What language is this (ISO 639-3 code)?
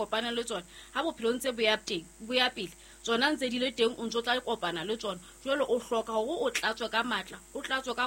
sot